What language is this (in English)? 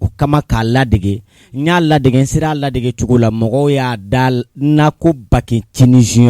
Bambara